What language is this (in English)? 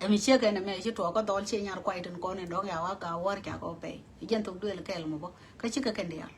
Nuer